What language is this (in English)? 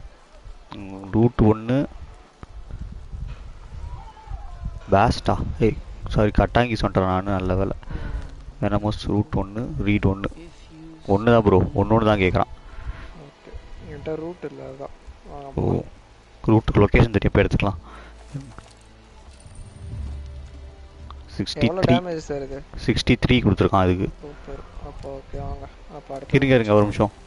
Tamil